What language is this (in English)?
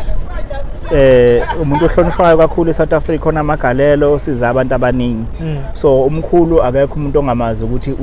Zulu